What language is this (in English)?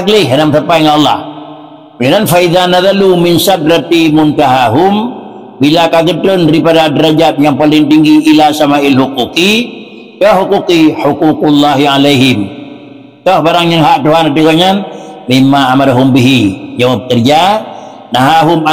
Achinese